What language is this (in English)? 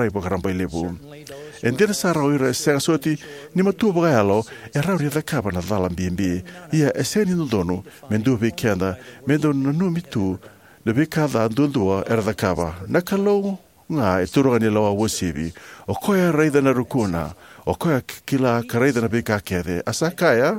Fijian